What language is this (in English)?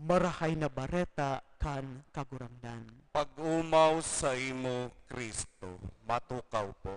Bikol